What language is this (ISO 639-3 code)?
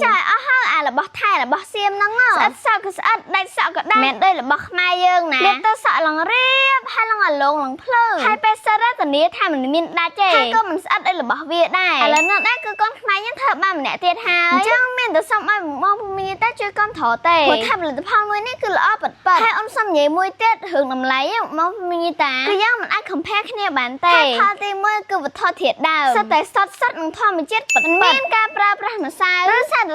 khm